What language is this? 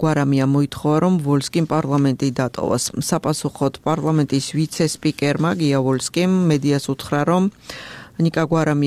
Georgian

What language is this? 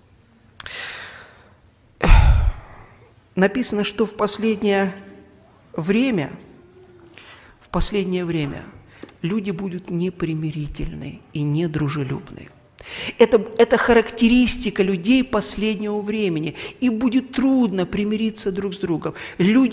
Russian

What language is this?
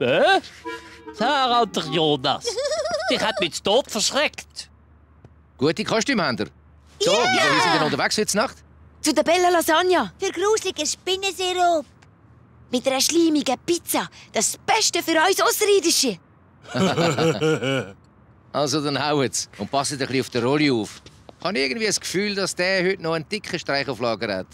Swiss German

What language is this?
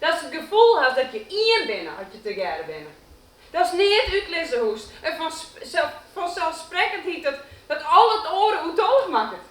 Western Frisian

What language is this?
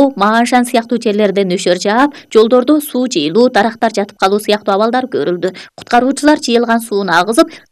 Kyrgyz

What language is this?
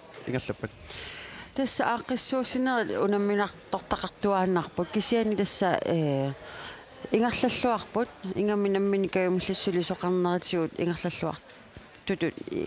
Kalaallisut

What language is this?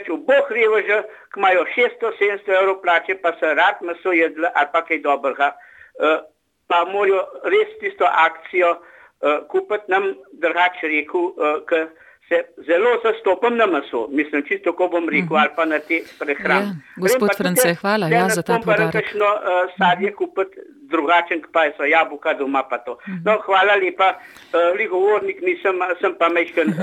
Slovenian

